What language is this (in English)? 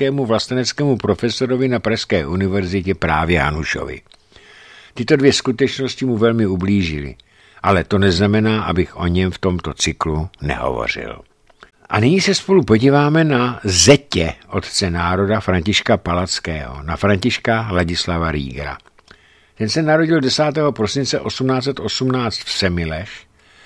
Czech